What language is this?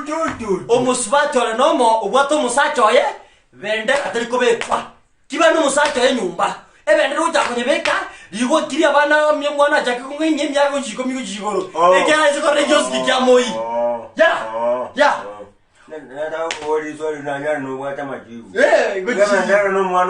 Gusii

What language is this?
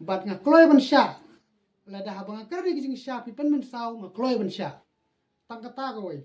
Khasi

